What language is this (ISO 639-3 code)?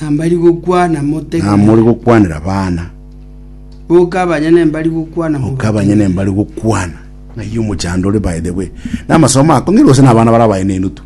guz